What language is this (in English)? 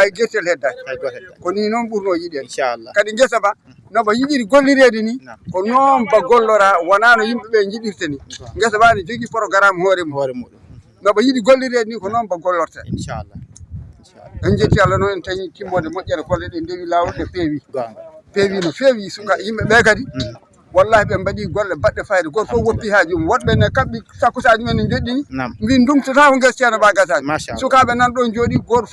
Fula